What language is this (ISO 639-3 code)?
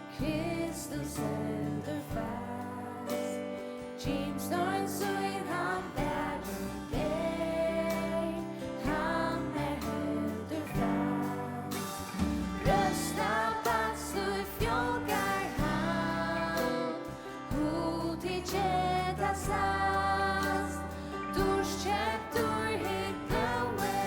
fao